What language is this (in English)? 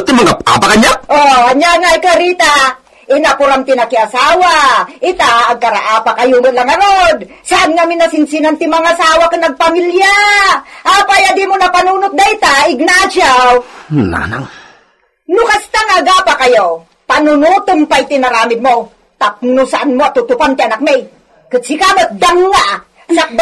Iloko